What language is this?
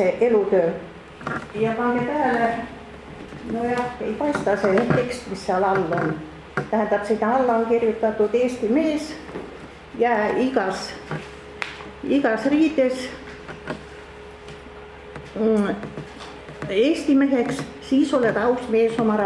Estonian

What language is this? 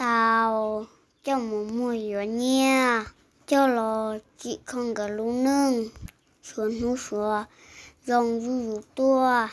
Hmong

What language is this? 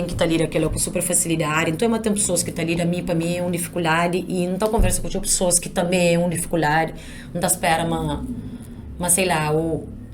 Kabuverdianu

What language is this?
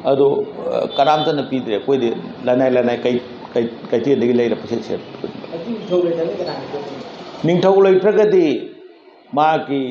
Manipuri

